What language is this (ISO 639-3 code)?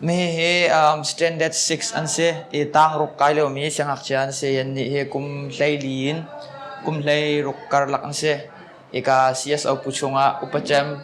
cnh